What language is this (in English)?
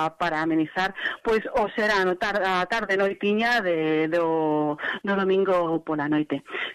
Galician